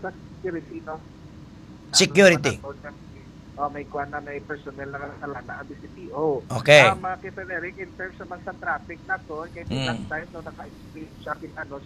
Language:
Hiligaynon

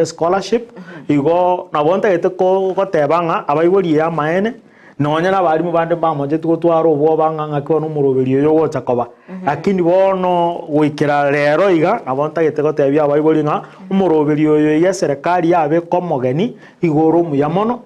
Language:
Gusii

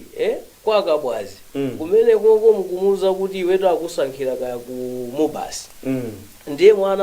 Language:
Nyanja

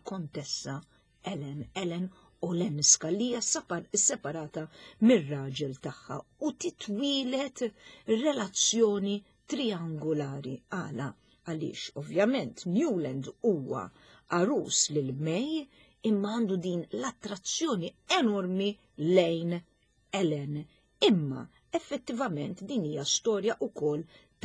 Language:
Maltese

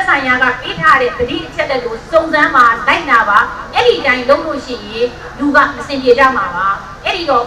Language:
Burmese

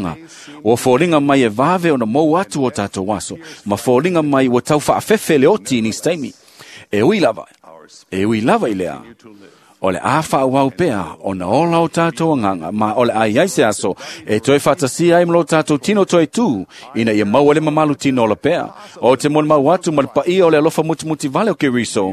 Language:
Samoan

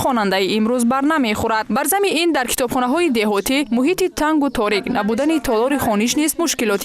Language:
Tajik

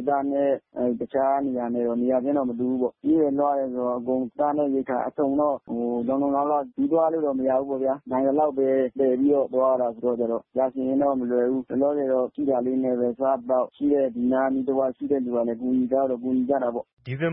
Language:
Burmese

